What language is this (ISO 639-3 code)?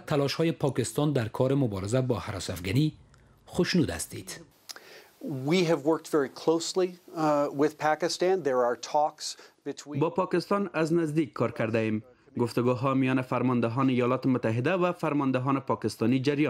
fas